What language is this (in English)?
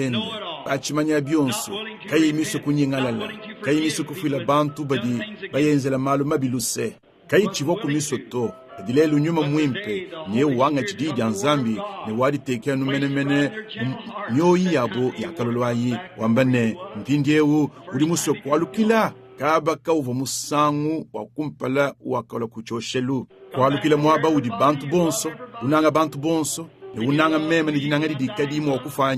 Luba-Lulua